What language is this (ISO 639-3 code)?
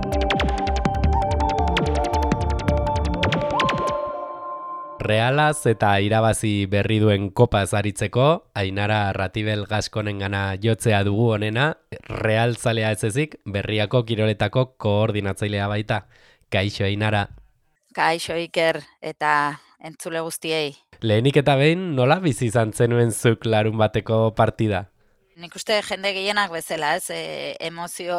eus